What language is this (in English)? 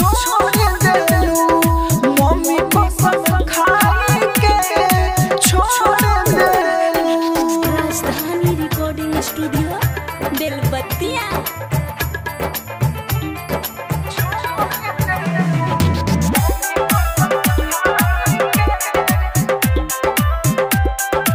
Bhojpuri